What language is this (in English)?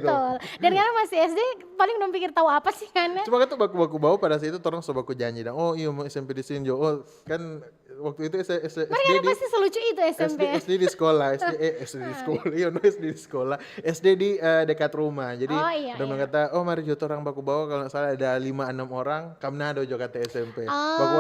Manado Malay